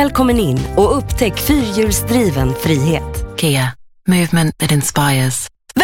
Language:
Swedish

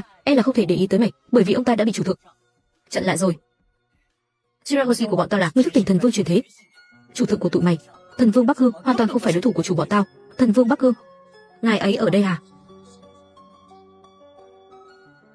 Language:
Vietnamese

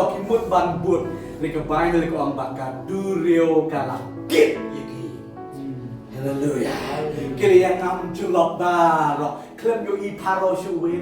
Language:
Khasi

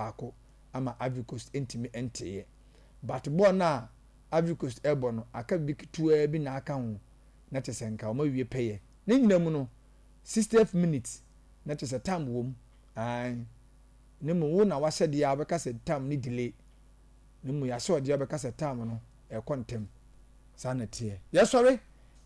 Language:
Akan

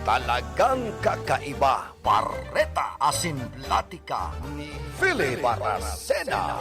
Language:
Bikol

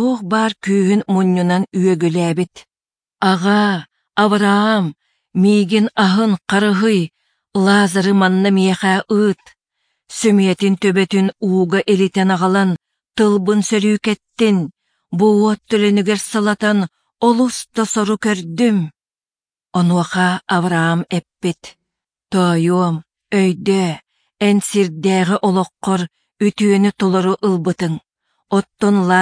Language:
Yakut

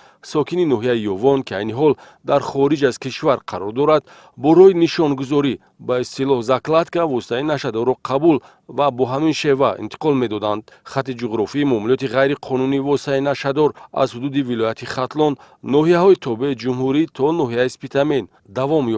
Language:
Tajik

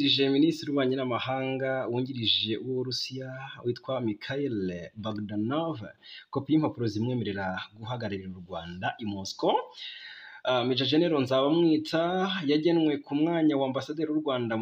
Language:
Kinyarwanda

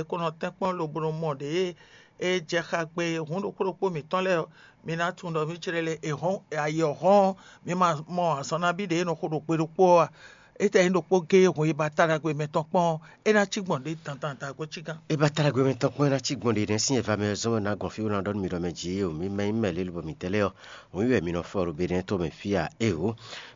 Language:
Fon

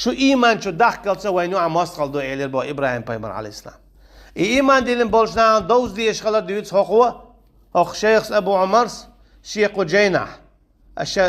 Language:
Chechen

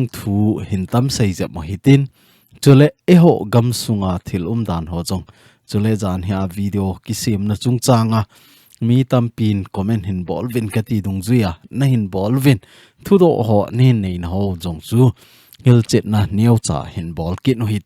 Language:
Thado Chin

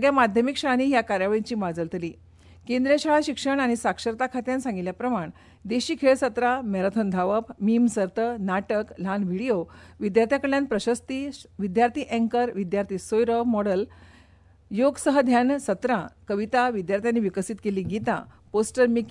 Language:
Konkani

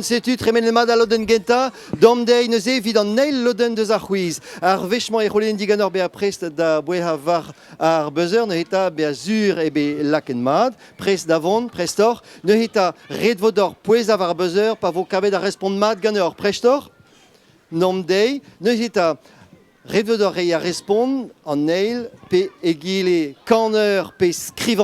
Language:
Breton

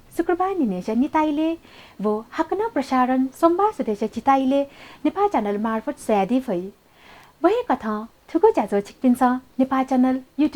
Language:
Newari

